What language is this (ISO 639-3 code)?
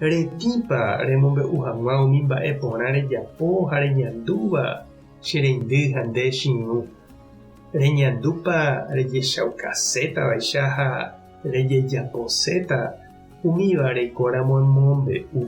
grn